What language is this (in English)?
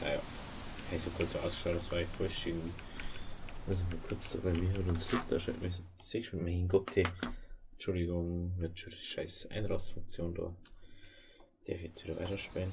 Bavarian